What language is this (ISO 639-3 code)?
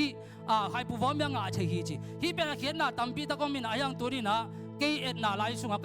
ctd